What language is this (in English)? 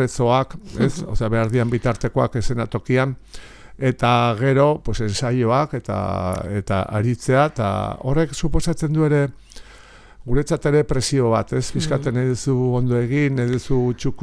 Basque